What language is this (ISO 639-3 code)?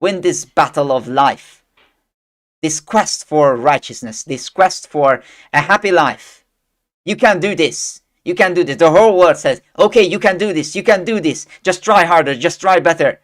eng